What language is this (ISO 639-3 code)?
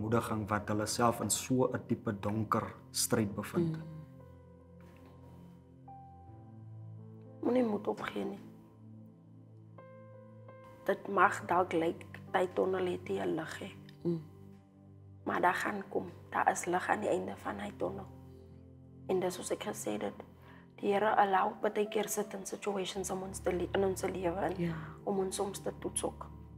afr